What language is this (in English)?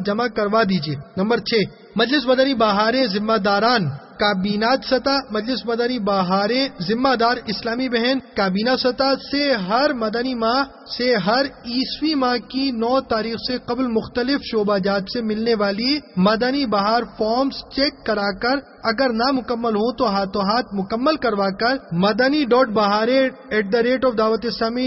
Urdu